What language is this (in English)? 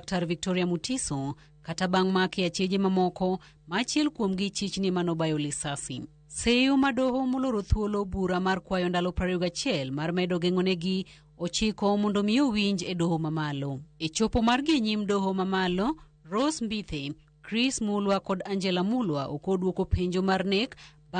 Luo (Kenya and Tanzania)